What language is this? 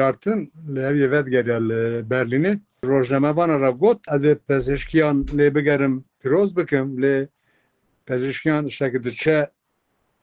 Kurdish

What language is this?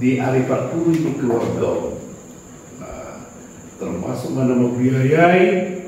Batak Toba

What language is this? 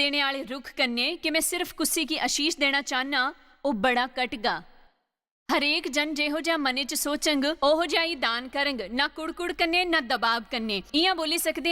Dogri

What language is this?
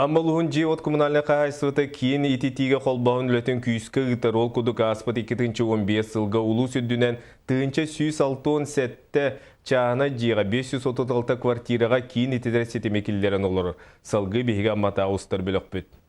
Yakut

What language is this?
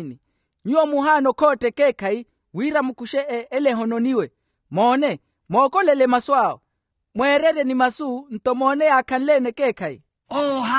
Makhuwa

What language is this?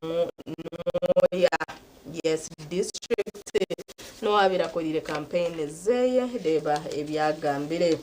Nyankole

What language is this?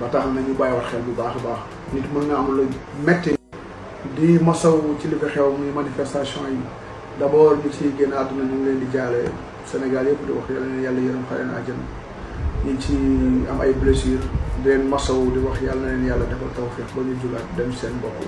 Wolof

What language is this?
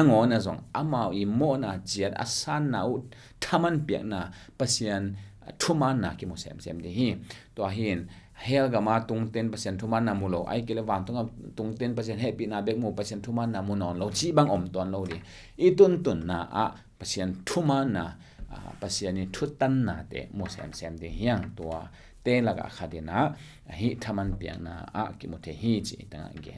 Tedim Chin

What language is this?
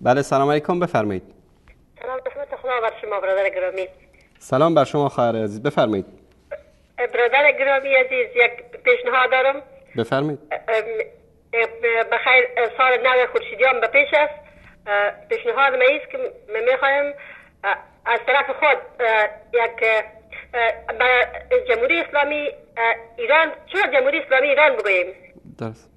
Persian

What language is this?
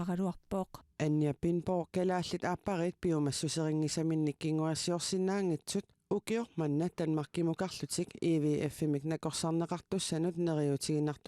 Kalaallisut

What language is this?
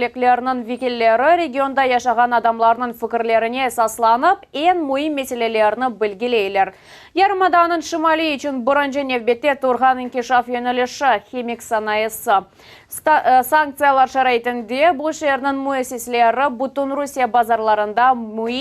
Crimean Tatar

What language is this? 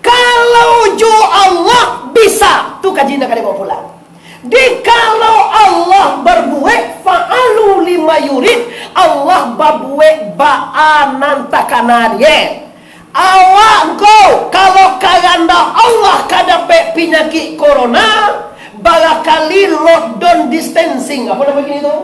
Minangkabau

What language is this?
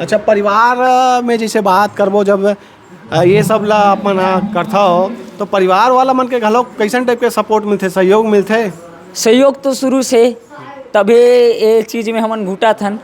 Chhattisgarhi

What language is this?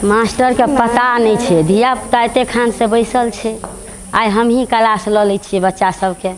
Maithili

